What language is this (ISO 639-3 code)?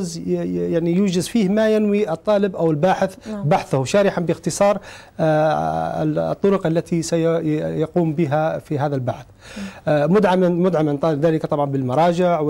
ara